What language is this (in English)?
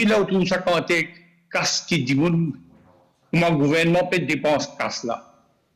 Morisyen